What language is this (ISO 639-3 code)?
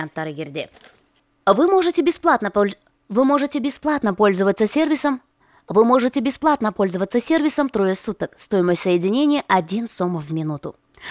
kir